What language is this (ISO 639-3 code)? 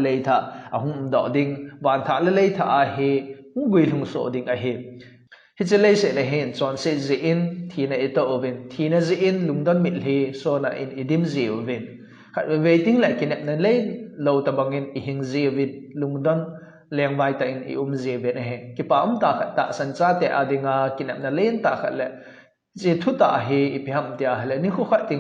tcz